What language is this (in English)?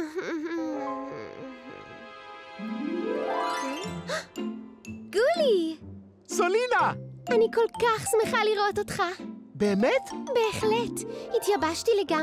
Hebrew